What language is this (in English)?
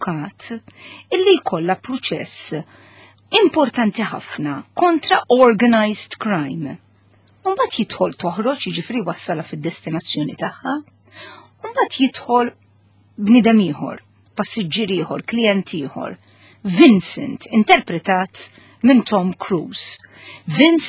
Maltese